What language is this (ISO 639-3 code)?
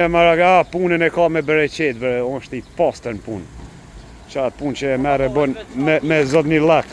sqi